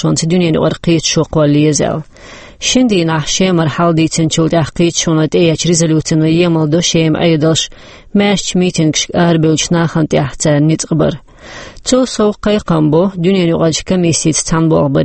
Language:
Chechen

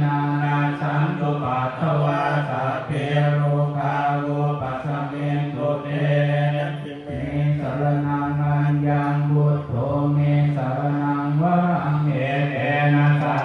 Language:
Pali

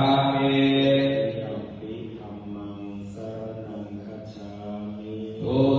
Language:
Pali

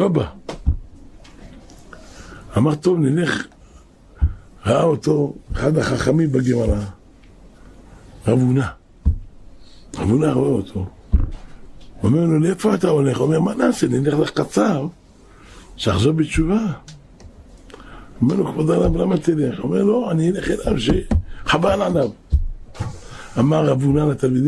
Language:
Hebrew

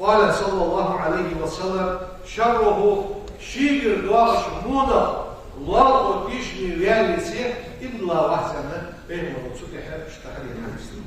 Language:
Ingush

